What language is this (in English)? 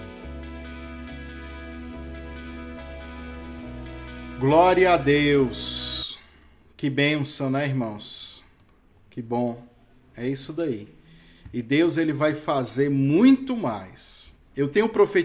Portuguese